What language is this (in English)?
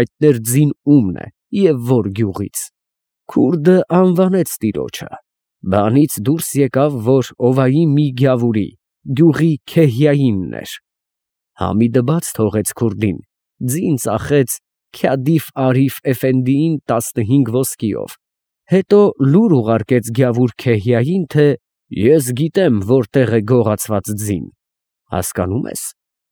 Armenian